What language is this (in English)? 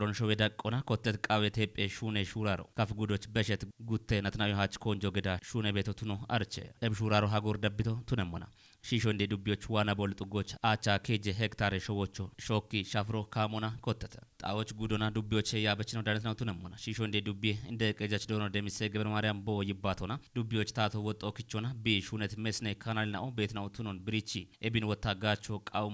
Kafa